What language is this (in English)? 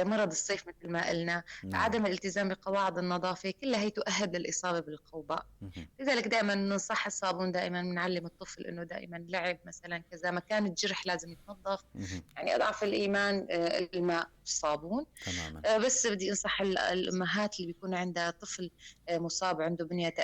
North Levantine Arabic